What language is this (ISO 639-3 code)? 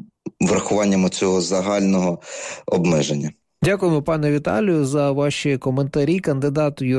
ukr